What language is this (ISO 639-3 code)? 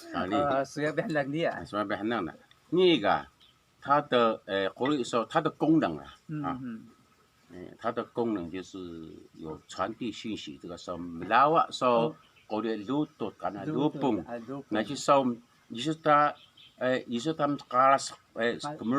trv